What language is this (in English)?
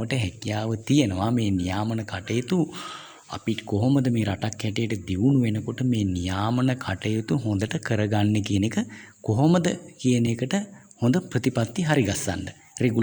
Sinhala